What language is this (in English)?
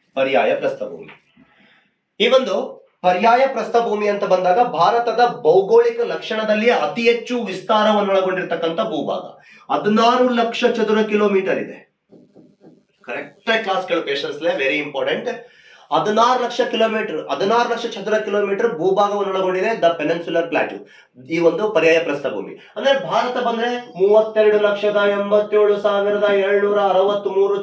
Kannada